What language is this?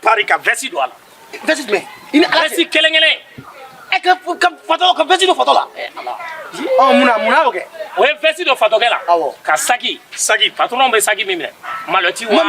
Bambara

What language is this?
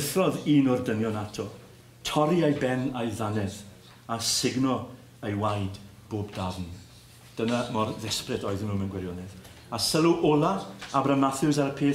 Welsh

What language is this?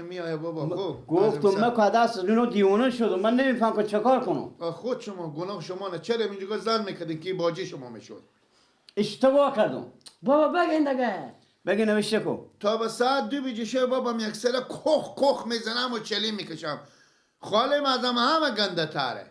Persian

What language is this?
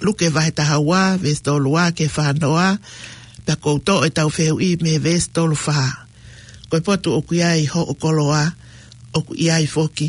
Tongan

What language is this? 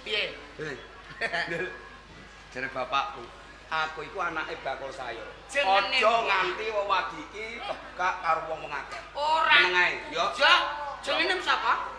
Javanese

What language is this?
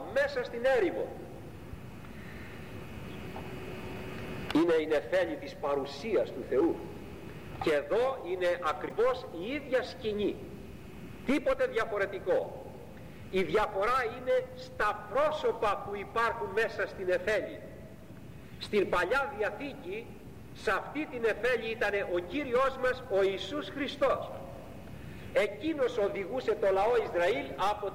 Greek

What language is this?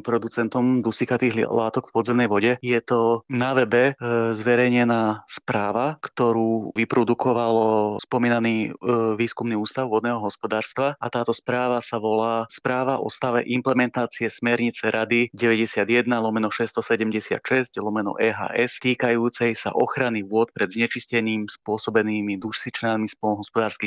Slovak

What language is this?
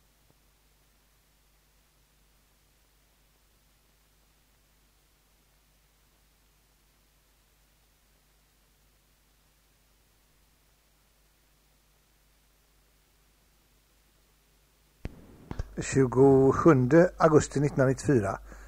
Swedish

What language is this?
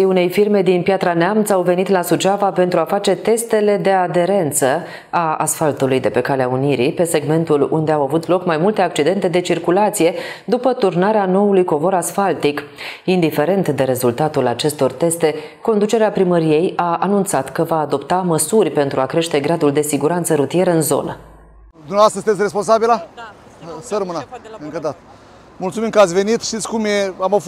Romanian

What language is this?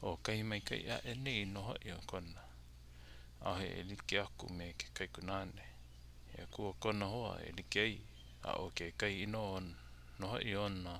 Hawaiian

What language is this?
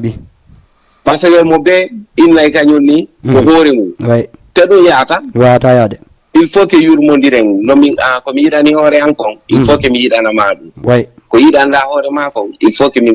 Fula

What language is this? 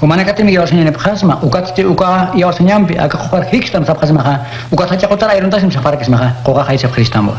Aymara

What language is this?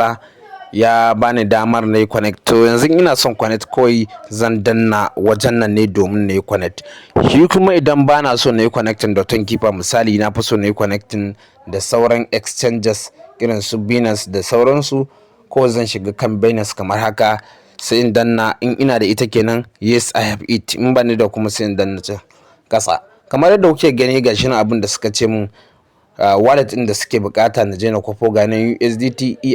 Hausa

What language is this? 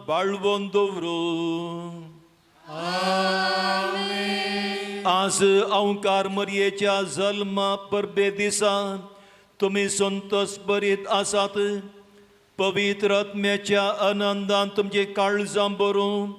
Konkani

